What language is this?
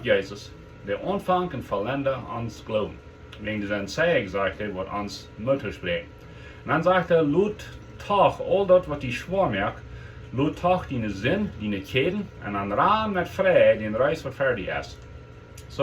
Plautdietsch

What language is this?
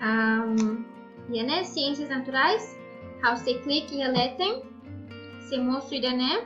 Tetum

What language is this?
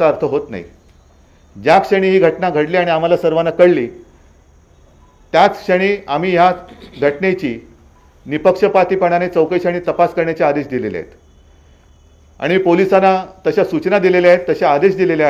Marathi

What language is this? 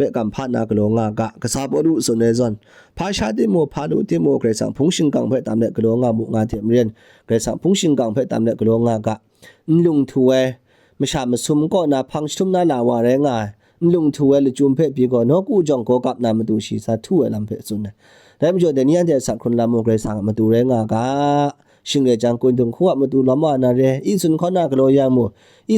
Kachin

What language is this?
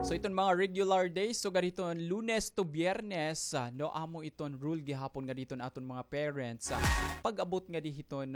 Waray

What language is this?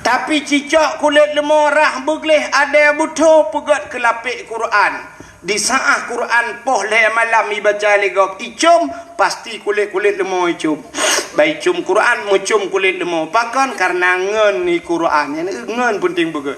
Achinese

